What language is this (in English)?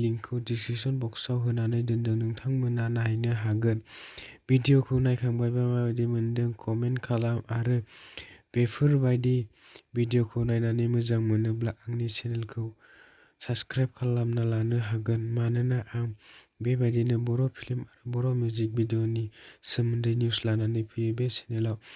Bodo